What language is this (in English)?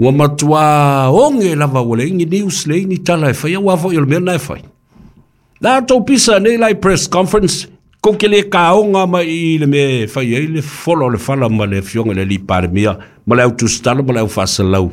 Samoan